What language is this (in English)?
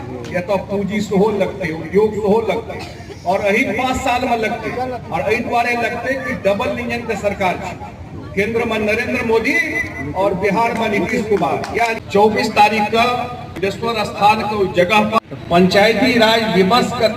Maithili